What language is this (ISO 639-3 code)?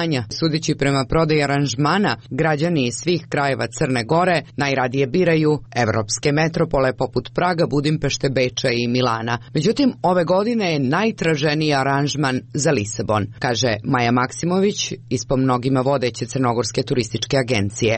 hrv